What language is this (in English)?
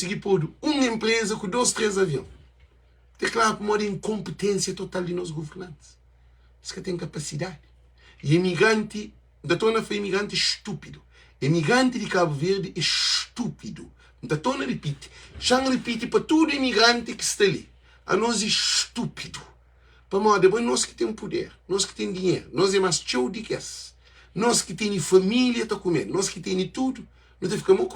Kabuverdianu